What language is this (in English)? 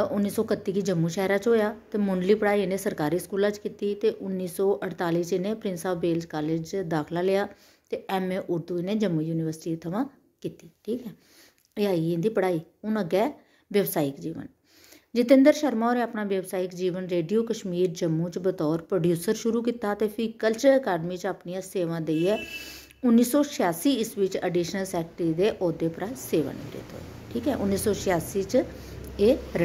Dogri